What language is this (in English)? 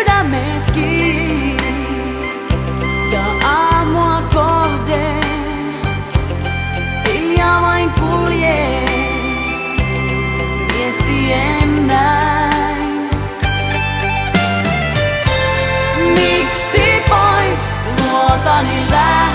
Finnish